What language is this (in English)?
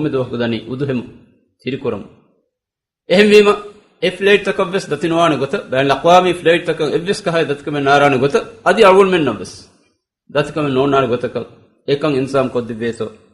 Divehi